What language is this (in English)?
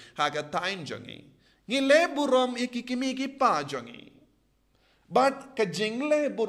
Khasi